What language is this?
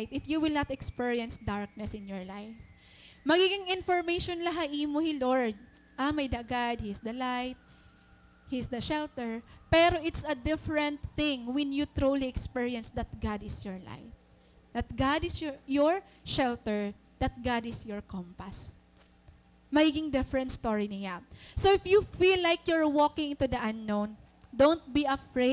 Waray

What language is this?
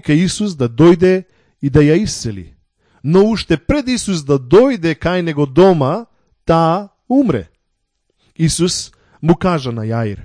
Macedonian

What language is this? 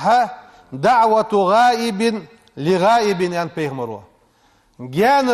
Ingush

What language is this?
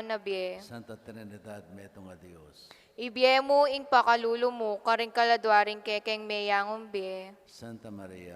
Pampanga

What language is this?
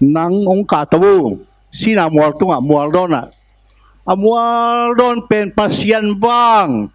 Tedim Chin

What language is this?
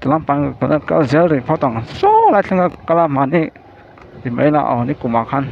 Mizo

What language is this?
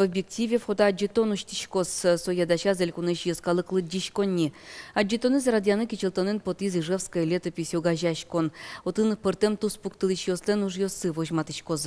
Udmurt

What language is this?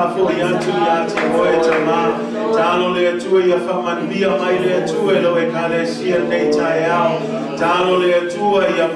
Samoan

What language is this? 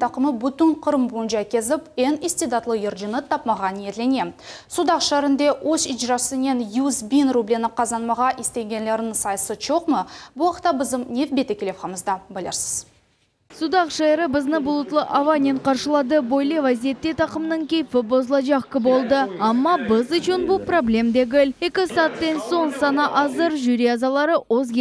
Crimean Tatar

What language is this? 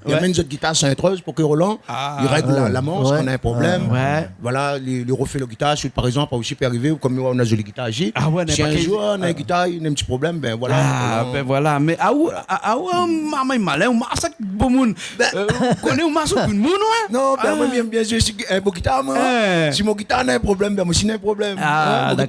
Réunion Creole French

